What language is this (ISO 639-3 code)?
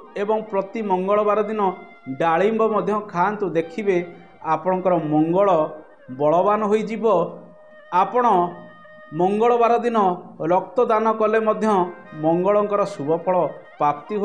ori